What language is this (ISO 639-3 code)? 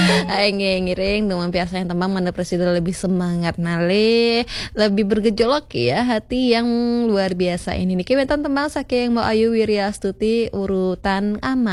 ban